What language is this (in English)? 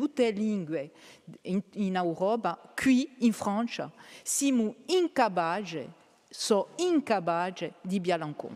Corsican